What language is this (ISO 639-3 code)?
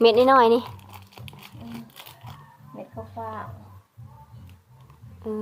lao